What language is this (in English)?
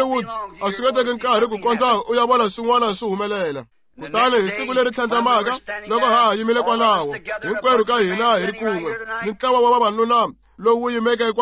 Tsonga